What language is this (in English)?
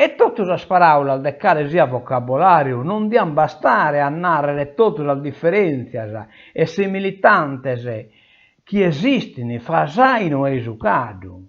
Sardinian